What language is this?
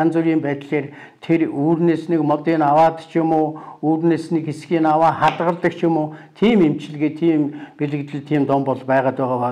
Mongolian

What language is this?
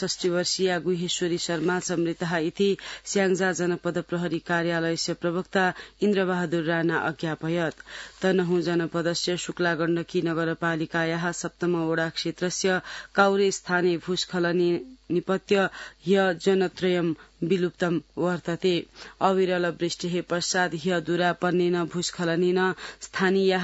Sanskrit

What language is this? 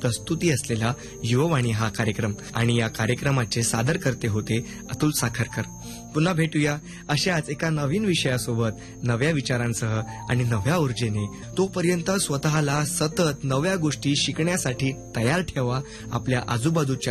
Marathi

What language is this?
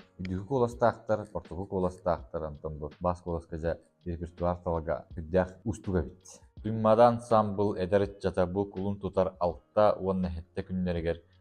Yakut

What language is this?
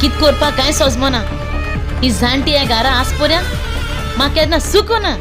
Konkani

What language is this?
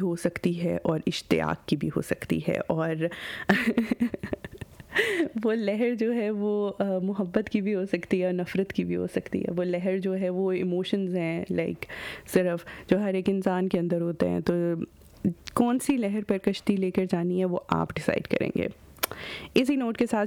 Hindi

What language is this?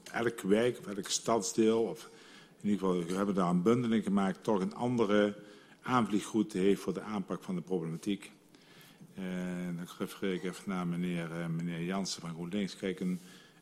Dutch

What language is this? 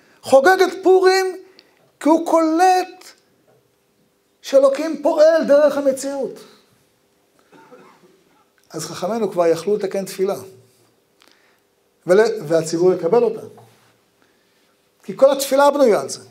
Hebrew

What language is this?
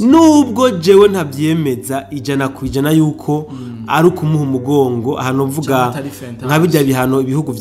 Rundi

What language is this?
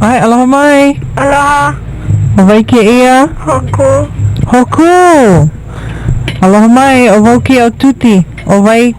Hawaiian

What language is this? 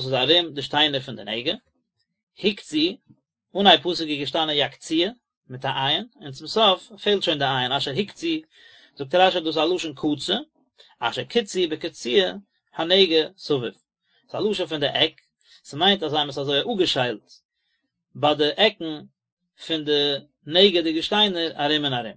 Yiddish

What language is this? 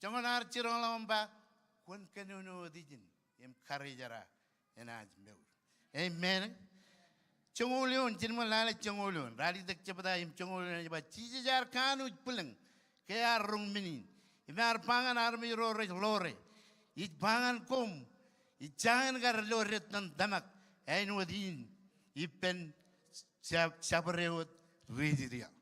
Marshallese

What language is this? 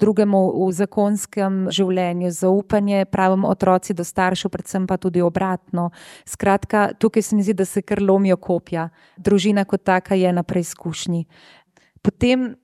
Slovenian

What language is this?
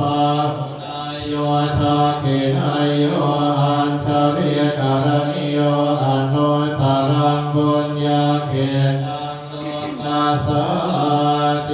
Pali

